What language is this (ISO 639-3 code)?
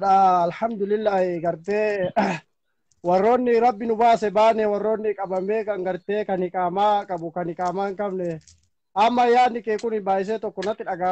orm